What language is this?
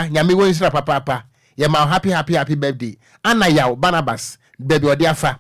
Akan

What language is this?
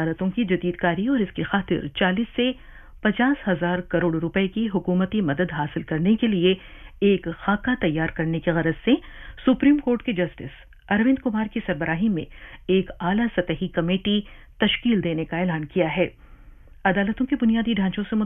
Urdu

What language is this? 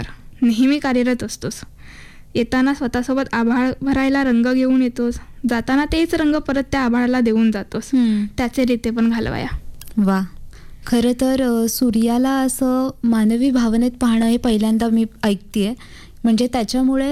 Marathi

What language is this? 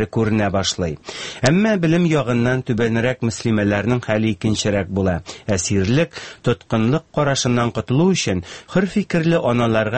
Tatar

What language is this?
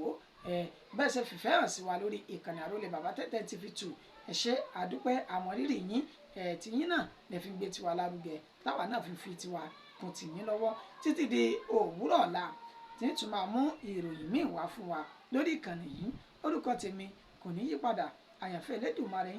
Yoruba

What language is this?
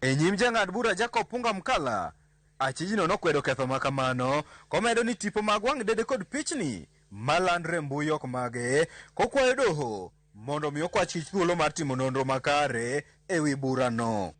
Luo (Kenya and Tanzania)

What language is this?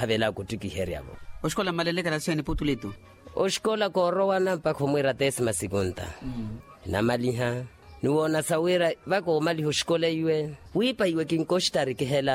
Makhuwa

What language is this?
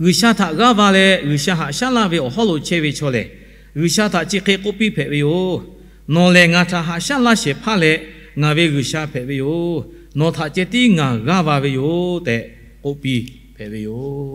Lahu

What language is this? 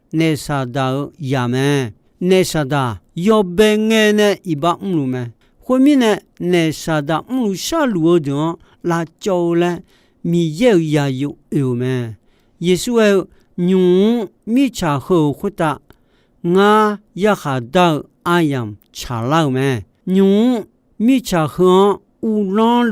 Akha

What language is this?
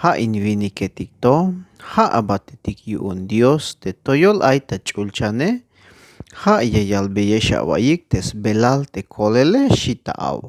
Tzeltal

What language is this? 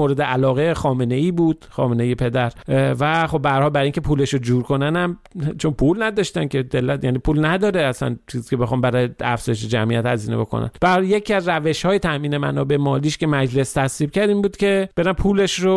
Persian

